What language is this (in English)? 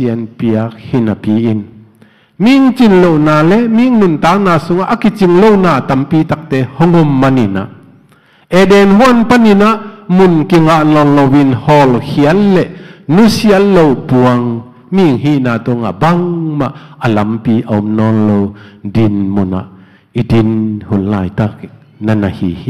Tedim Chin